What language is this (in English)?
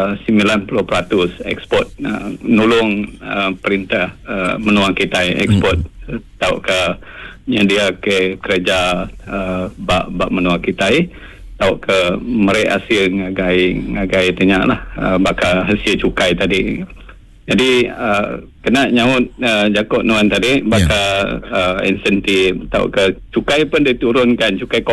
Iban